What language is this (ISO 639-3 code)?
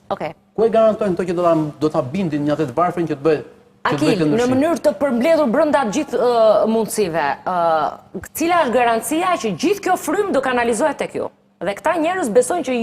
sqi